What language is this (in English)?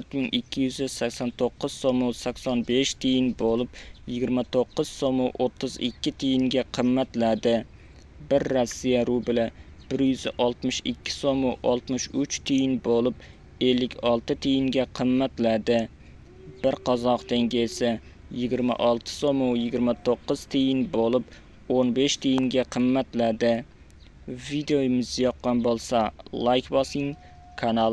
Uzbek